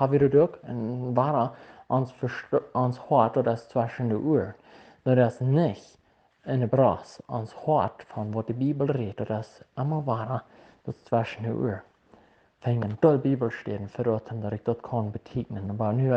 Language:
Plautdietsch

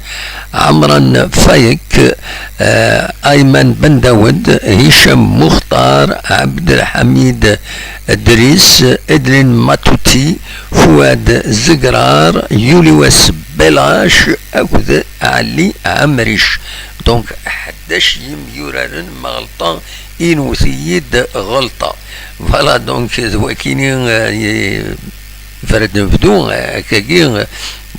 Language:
Kabyle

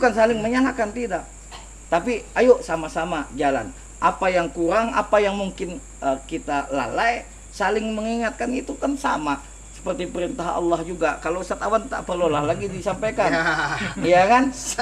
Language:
Banjar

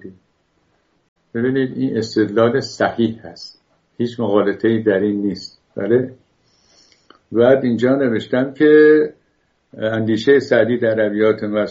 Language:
Persian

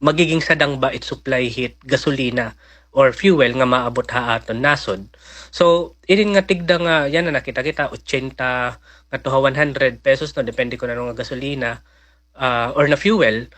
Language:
Waray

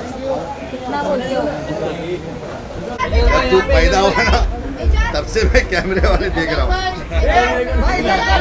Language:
Hindi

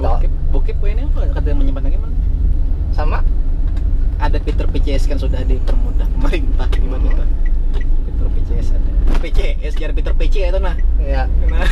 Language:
Banjar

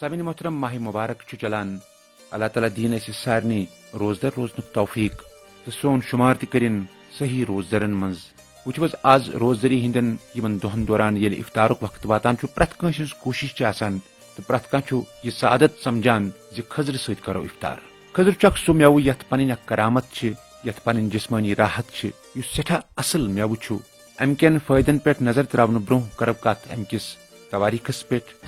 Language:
Kashmiri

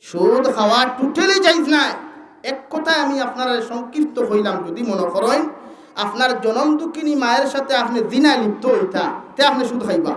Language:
Sylheti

